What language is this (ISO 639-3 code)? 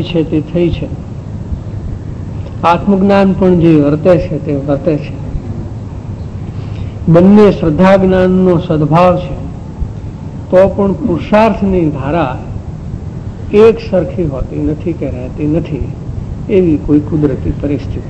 guj